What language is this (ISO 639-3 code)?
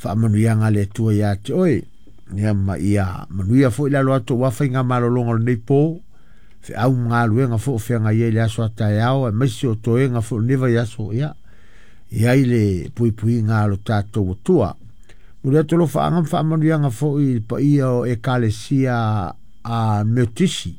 smo